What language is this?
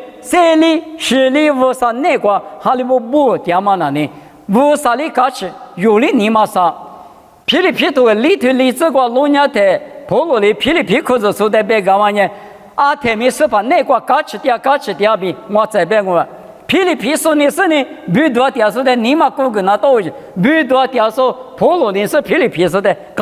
Lisu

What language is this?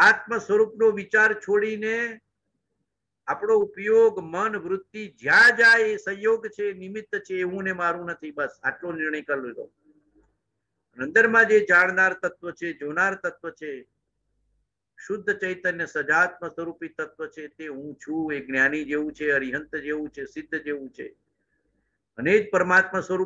Gujarati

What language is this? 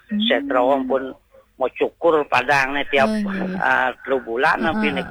Balinese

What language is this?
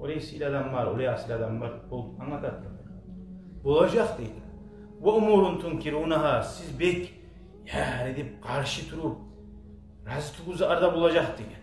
Kumyk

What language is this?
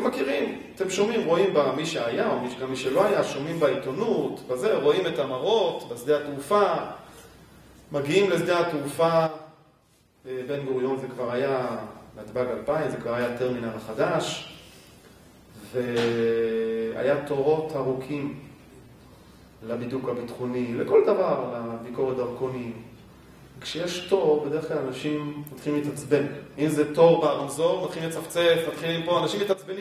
Hebrew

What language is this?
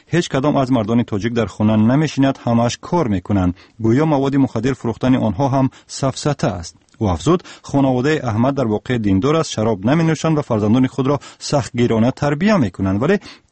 Tajik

